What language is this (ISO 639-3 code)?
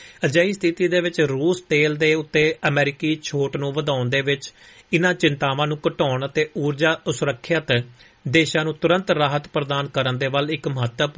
pan